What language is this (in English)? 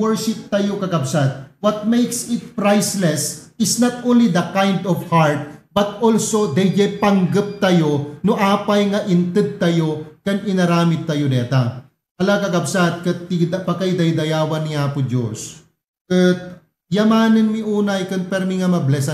Iloko